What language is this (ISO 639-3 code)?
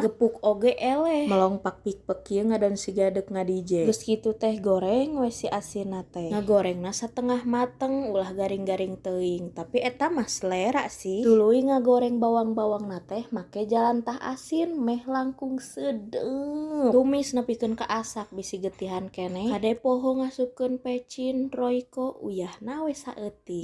sun